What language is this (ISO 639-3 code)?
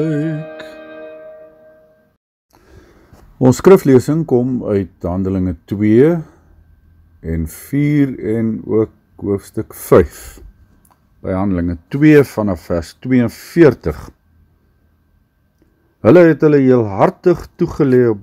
afr